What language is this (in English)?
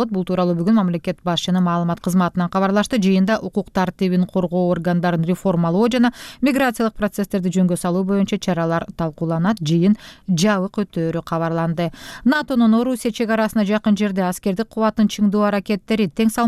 Kyrgyz